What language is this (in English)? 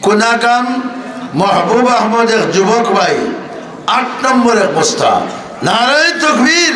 Sylheti